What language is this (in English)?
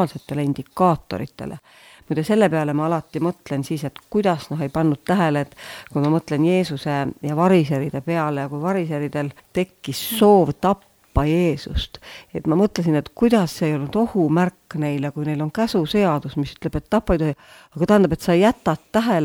Estonian